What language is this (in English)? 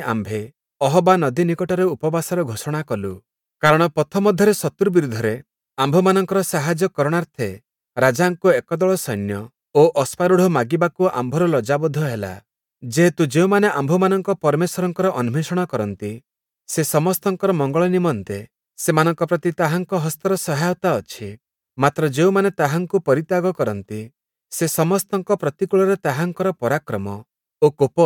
Odia